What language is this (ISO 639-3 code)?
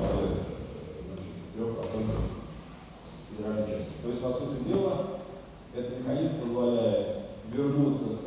rus